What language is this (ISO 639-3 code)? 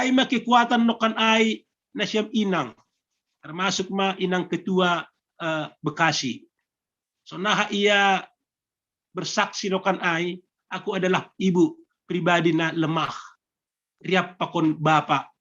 bts